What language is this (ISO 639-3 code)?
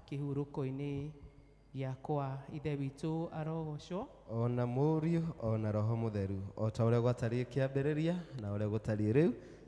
kik